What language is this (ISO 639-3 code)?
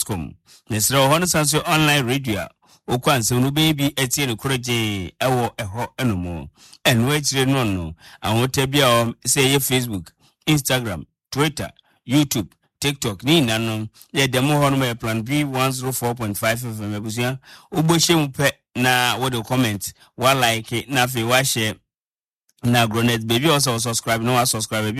aka